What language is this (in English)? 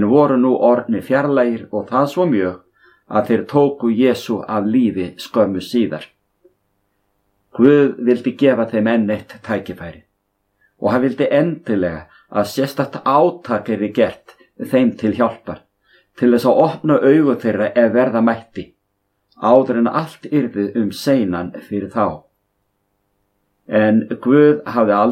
Icelandic